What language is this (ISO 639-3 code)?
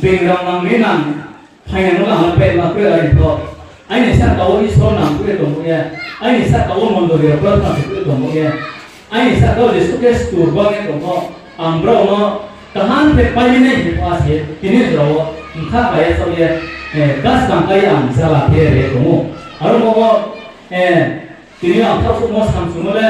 ria